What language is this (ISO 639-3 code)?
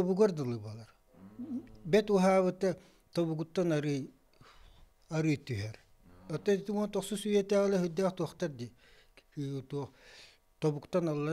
sah